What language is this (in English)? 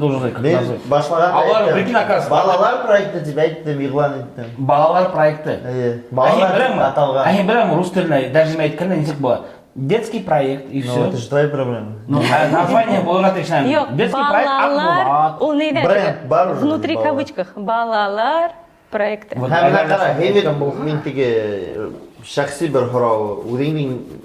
Bashkir